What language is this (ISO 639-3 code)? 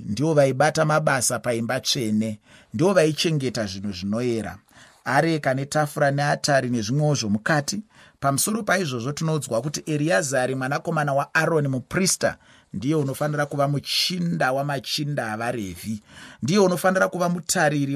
sna